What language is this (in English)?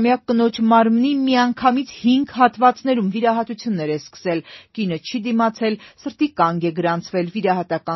Armenian